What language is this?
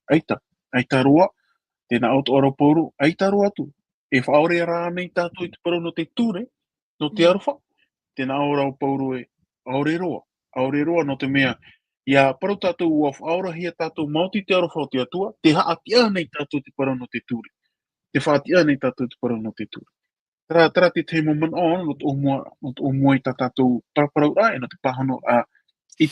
Tahitian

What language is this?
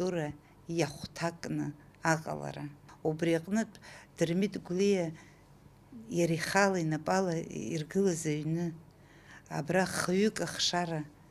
Abkhazian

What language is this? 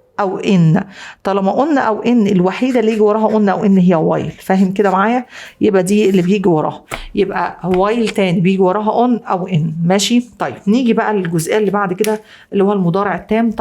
Egyptian Arabic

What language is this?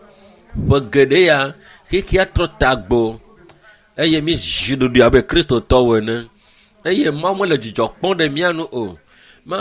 Ewe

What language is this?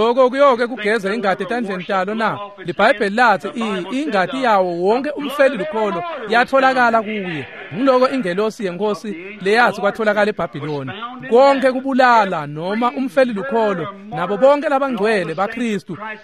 Swati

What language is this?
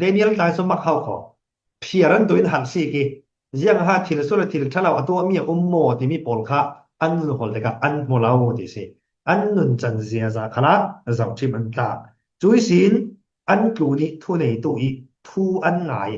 Falam Chin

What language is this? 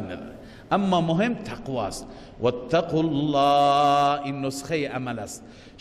Persian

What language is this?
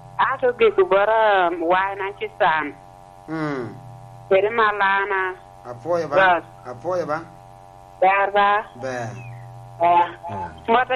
Lango (Uganda)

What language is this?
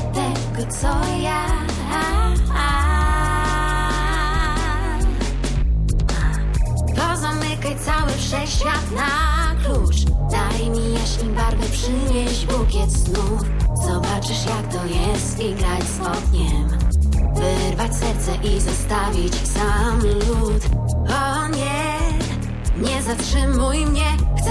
Polish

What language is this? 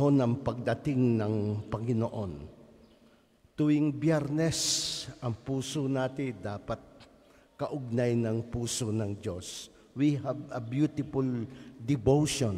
Filipino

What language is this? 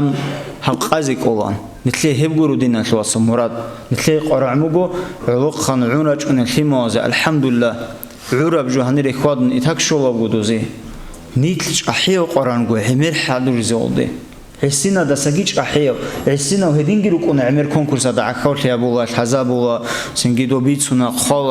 Avaric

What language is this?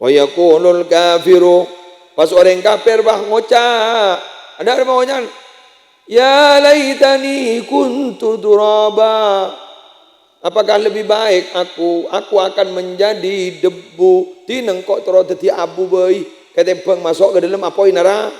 Madurese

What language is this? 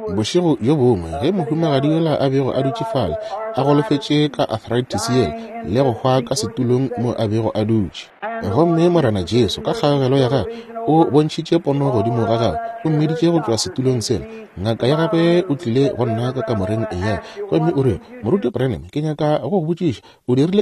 Northern Sotho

